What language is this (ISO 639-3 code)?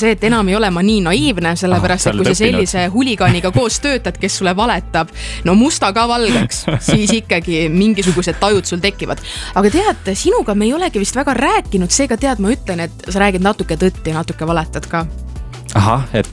est